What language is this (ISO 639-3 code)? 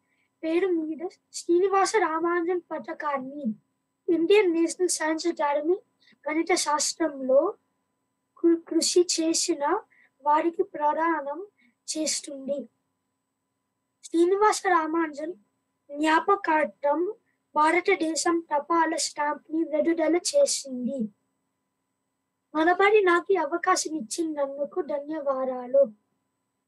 tel